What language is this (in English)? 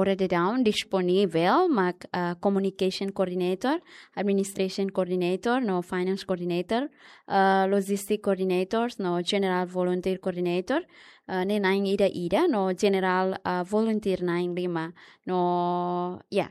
Tetum